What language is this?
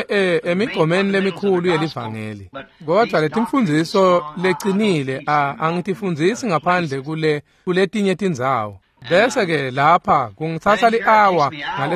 Swati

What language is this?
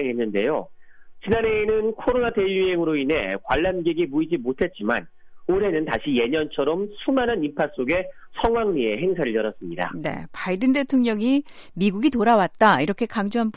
Korean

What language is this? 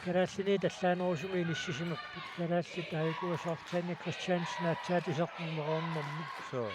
Kalaallisut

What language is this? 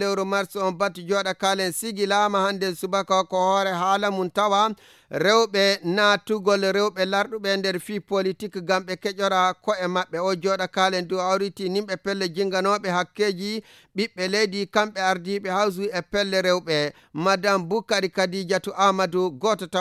Fula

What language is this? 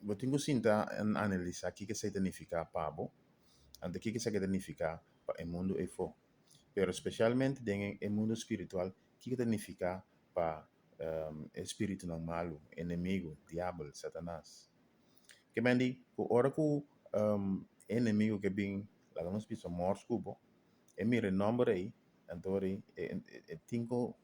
Papiamento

